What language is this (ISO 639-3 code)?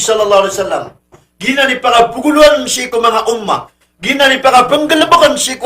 mrw